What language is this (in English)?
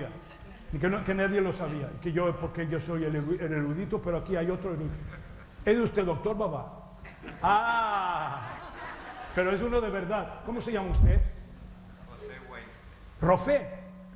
Ladino